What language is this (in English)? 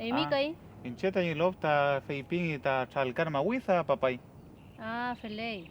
Mapuche